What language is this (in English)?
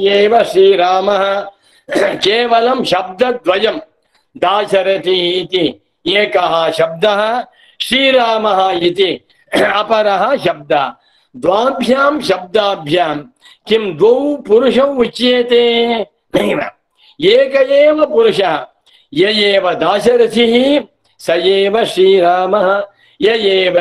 Sanskrit